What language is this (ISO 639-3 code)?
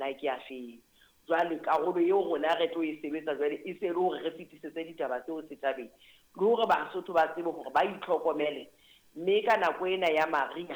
sot